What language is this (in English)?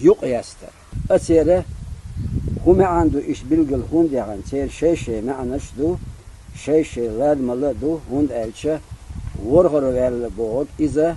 Chechen